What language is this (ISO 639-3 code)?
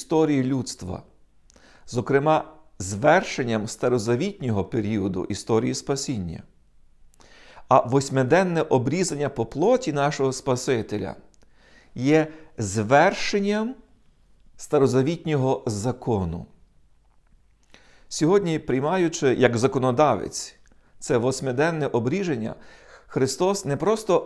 ukr